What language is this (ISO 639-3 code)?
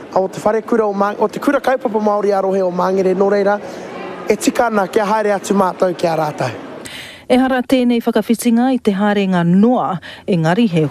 mri